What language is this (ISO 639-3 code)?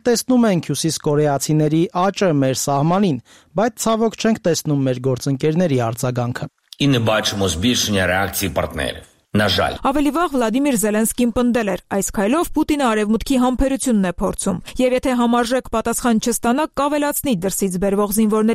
hye